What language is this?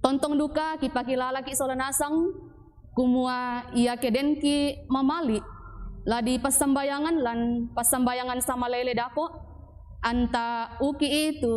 Toraja-Sa'dan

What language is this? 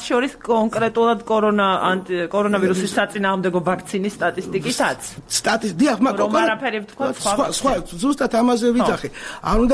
Georgian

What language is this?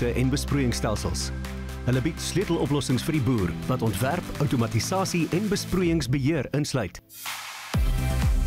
Afrikaans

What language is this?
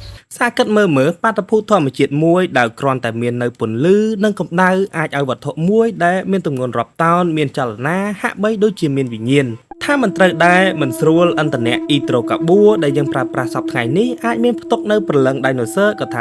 Khmer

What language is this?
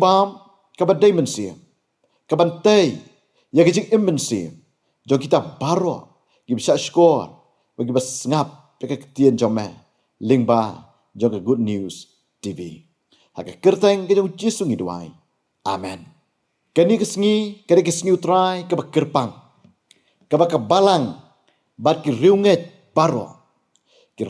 Khasi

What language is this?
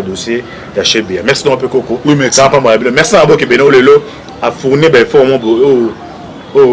Lingala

